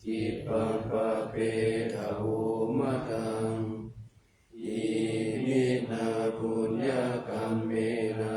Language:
Pali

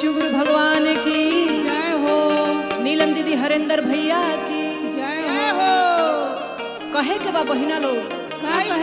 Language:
Bhojpuri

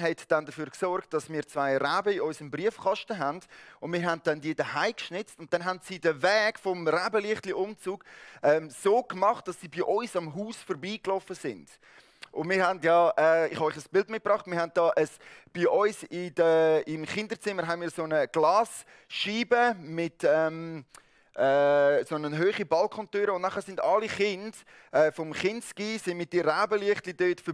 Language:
Swiss German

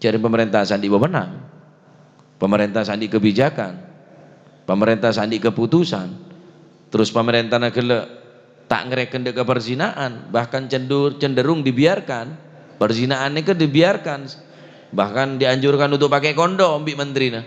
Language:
Madurese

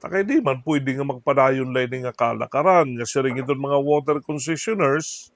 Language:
Waray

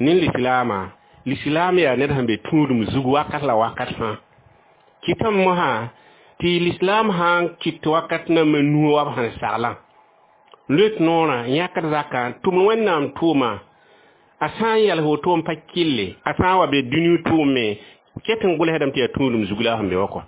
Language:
Mossi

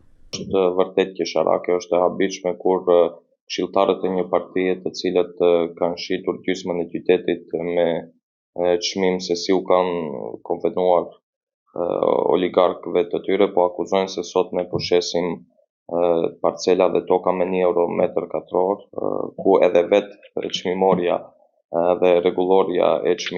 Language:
Albanian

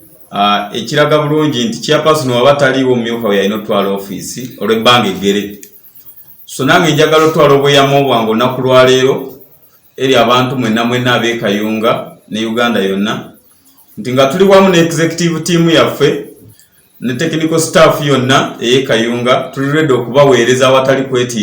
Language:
Ganda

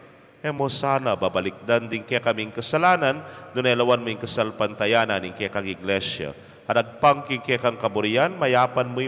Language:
Pampanga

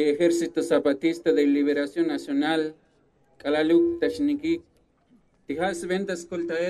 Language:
Tzotzil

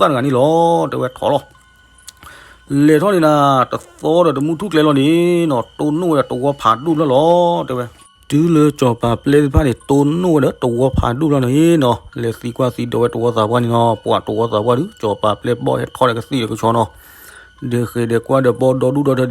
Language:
S'gaw Karen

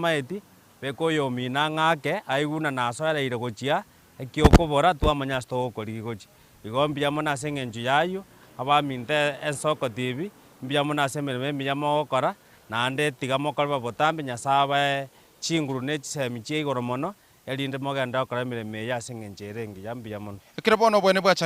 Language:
Gusii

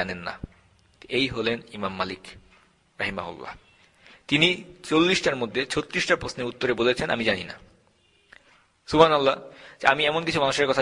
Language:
Bangla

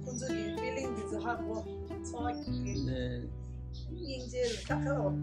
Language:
Tibetan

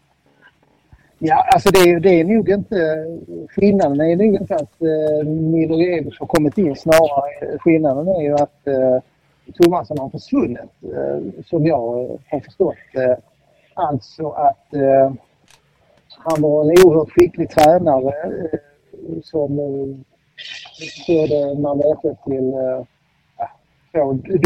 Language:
Swedish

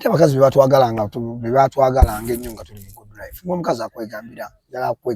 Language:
Ganda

